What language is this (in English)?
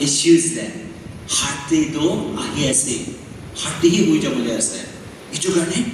Naga Pidgin